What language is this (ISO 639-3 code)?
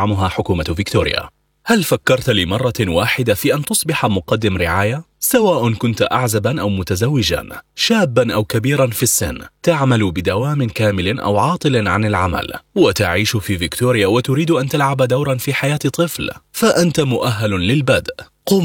ara